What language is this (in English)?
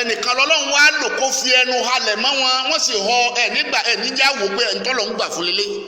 Yoruba